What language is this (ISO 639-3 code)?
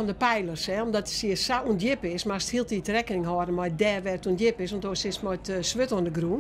fry